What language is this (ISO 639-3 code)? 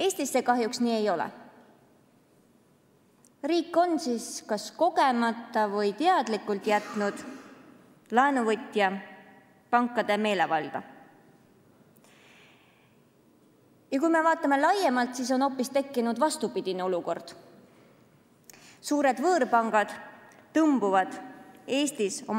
est